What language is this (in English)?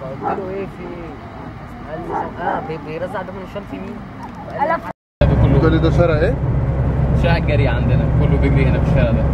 Egyptian Arabic